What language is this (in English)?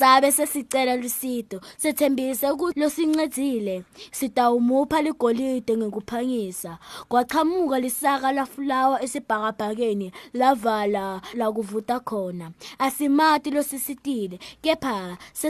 Swati